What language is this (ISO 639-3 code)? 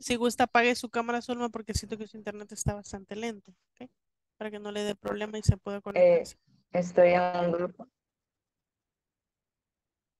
spa